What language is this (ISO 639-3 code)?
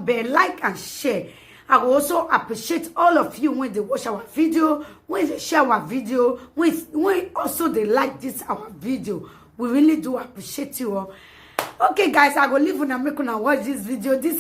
pcm